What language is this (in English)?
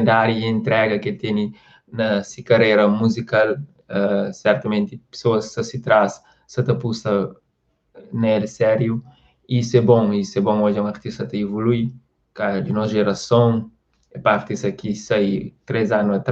Kabuverdianu